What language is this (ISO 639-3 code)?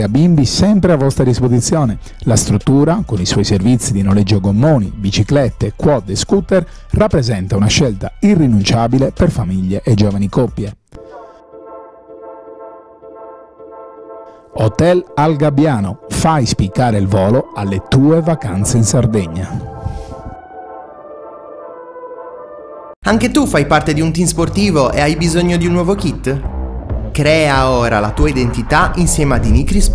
ita